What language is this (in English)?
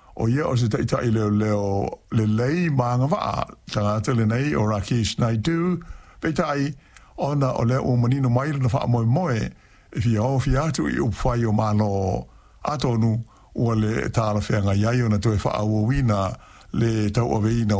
Samoan